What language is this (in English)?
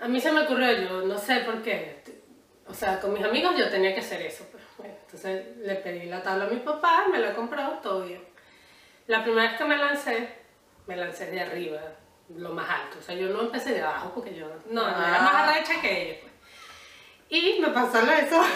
Spanish